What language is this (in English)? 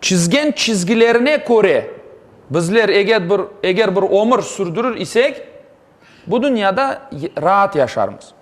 Crimean Tatar